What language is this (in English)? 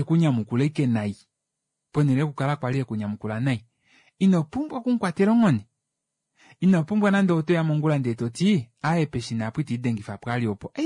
Kuanyama